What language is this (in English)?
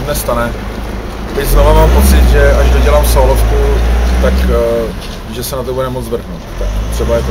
Czech